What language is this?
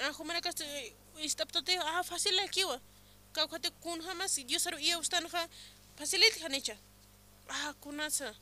Aymara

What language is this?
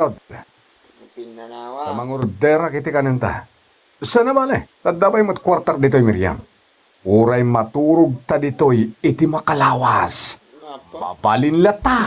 Iloko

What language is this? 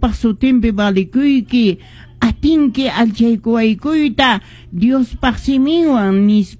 Quechua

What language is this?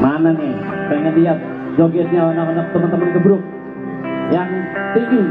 Betawi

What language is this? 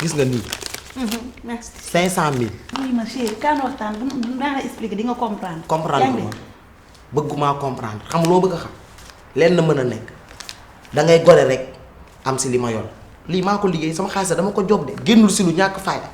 Wolof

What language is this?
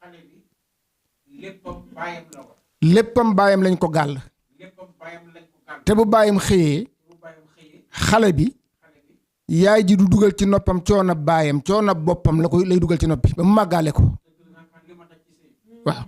Wolof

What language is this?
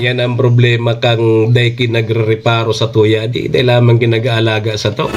Bikol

